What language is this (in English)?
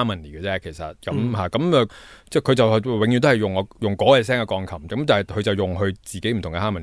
Cantonese